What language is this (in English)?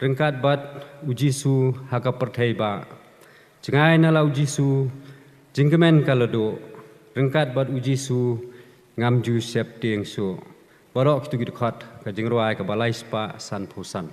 Khasi